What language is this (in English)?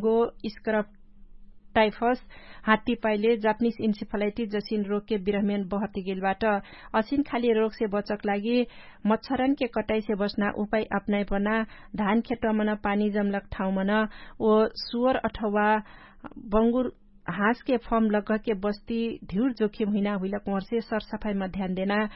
Dangaura Tharu